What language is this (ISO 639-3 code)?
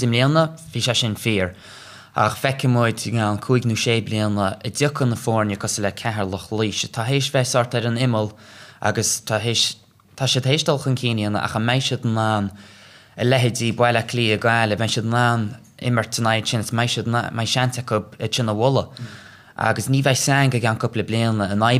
gle